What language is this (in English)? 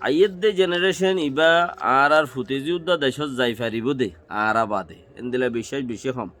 Rohingya